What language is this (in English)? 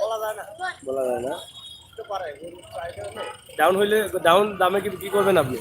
Sylheti